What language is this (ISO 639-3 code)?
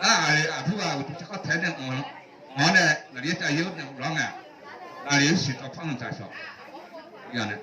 ahk